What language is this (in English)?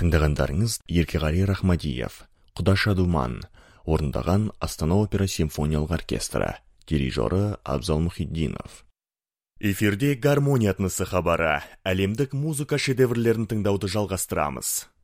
Kazakh